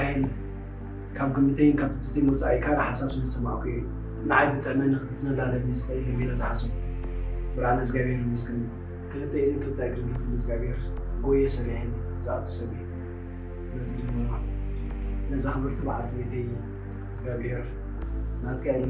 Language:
Tigrinya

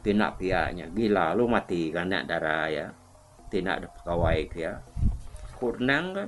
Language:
Iban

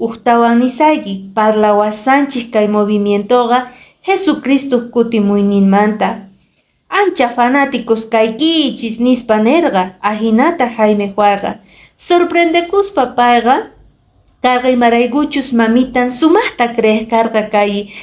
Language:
Quechua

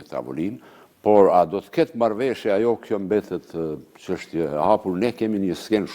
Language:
Albanian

